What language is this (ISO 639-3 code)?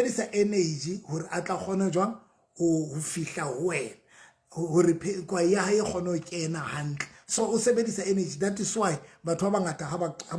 sot